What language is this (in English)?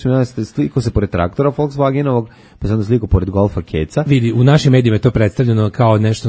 Serbian